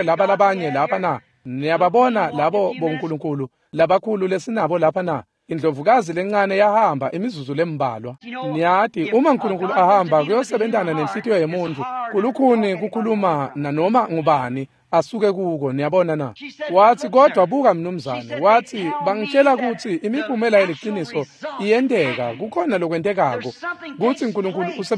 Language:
Swati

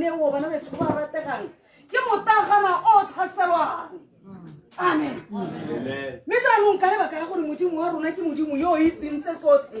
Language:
Tswana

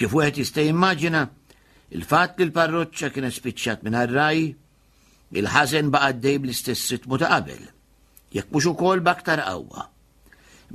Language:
Maltese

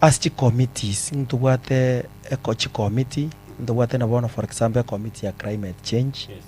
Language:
Gusii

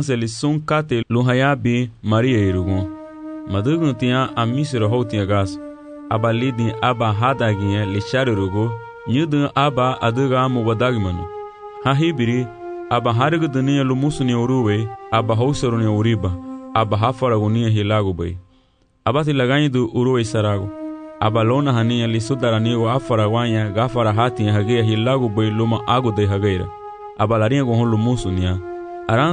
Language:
Garifuna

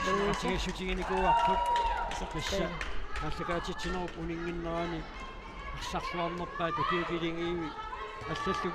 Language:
Kalaallisut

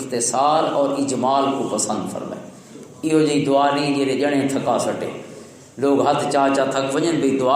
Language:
Western Panjabi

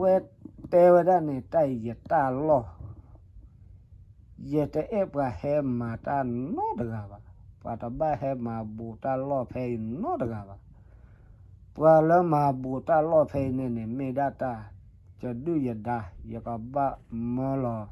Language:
S'gaw Karen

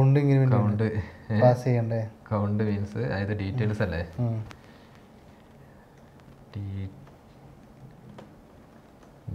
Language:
Malayalam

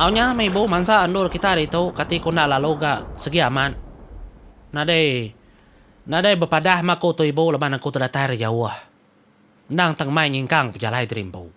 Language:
Iban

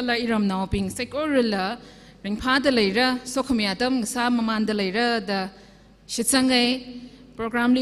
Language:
Tangkhul Naga (India)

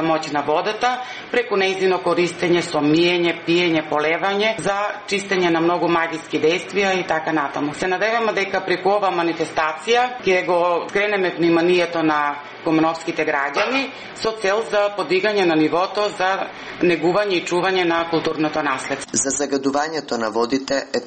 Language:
Macedonian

